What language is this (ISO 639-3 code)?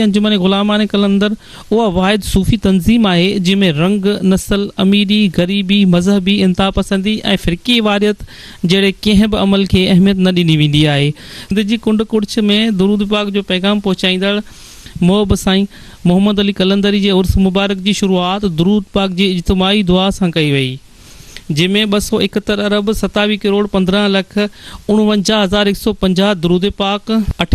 snd